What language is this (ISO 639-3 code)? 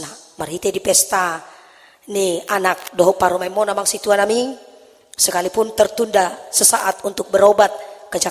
bbc